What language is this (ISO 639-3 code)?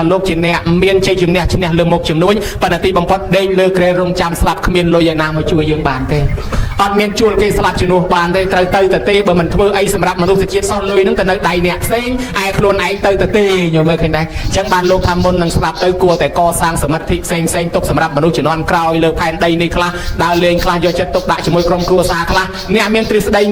khm